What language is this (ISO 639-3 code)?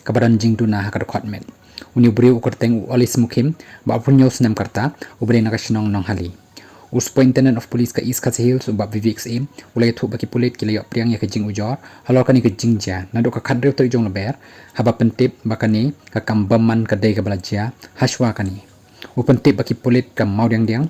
kha